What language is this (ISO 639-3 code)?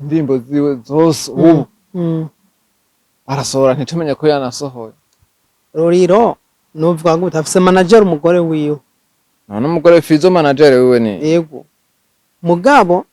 run